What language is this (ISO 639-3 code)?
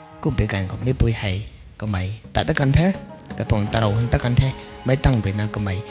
nbu